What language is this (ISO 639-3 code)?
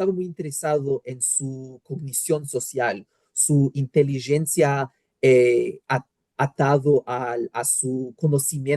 lad